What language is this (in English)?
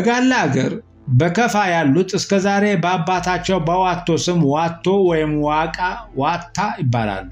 Amharic